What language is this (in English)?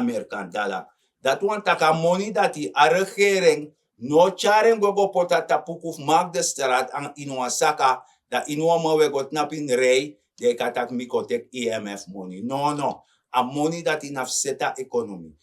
Sranan Tongo